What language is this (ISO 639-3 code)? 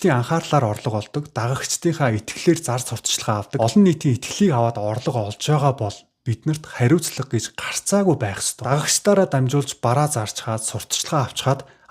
mon